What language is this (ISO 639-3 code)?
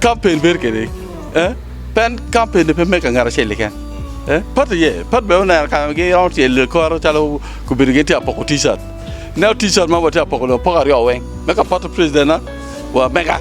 ach